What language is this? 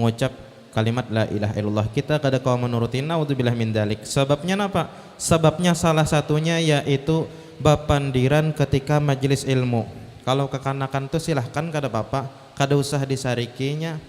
Banjar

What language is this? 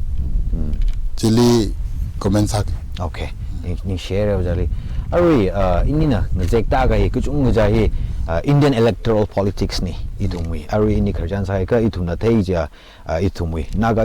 Tangkhul Naga (India)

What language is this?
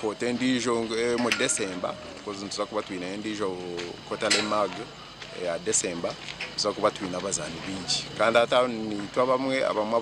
Nyankole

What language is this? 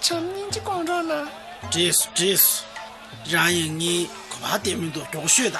Tibetan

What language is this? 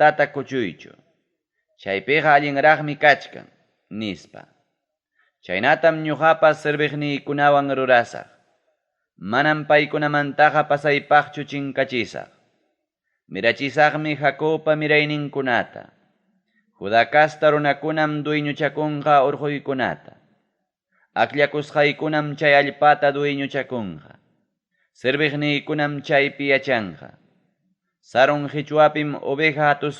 Ayacucho Quechua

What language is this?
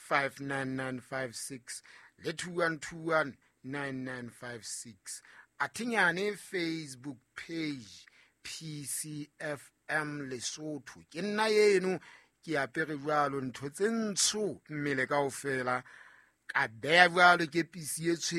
Southern Sotho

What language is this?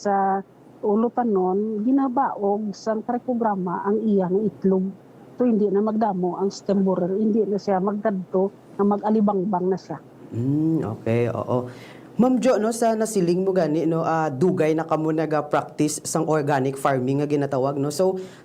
Hiligaynon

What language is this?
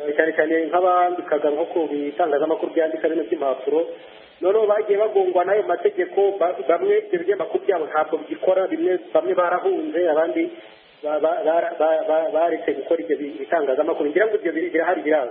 Kinyarwanda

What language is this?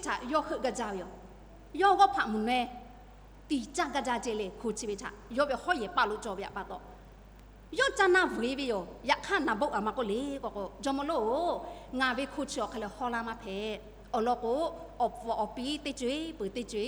Lahu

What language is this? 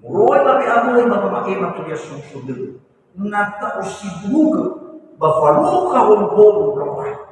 Nias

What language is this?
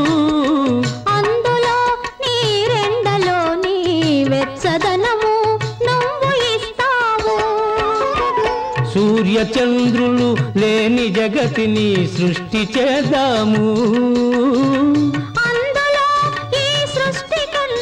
Telugu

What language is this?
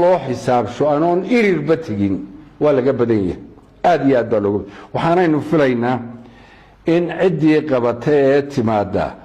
Somali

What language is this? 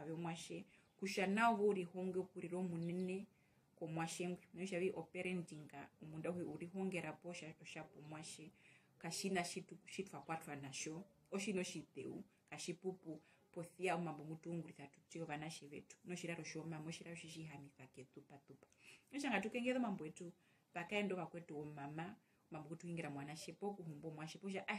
Herero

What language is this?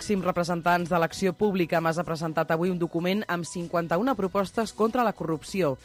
Catalan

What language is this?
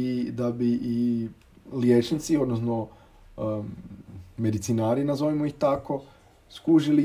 Croatian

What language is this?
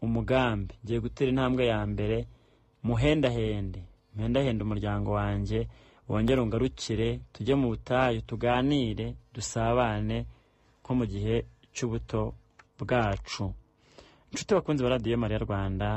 Kinyarwanda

